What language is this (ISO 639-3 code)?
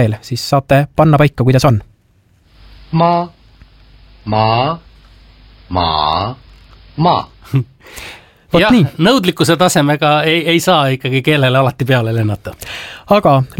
est